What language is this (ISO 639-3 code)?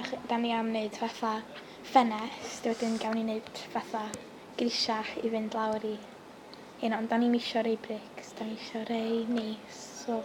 cym